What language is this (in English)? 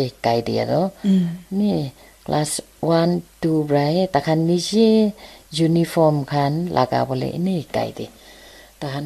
Naga Pidgin